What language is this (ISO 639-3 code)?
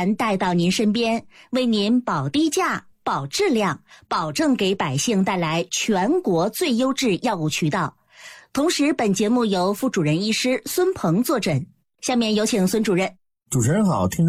zho